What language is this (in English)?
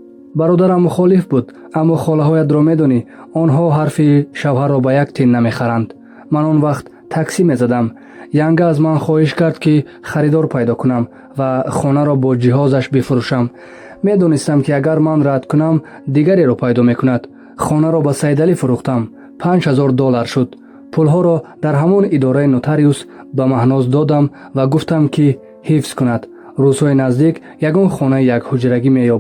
Tajik